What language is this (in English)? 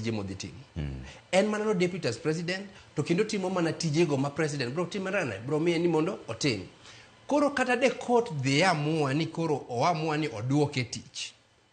Luo (Kenya and Tanzania)